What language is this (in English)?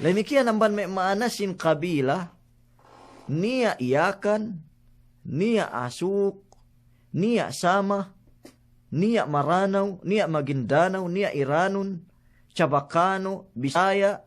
Yakan